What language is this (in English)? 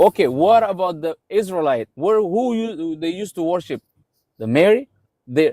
English